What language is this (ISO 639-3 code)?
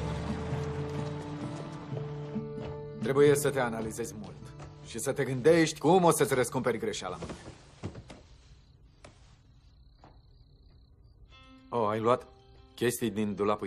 ron